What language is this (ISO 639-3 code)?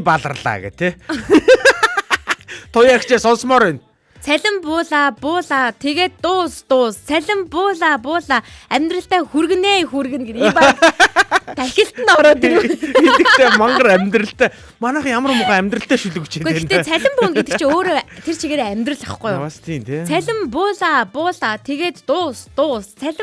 mon